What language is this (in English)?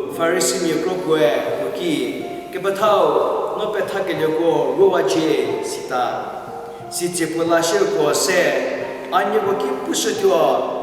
Angami Naga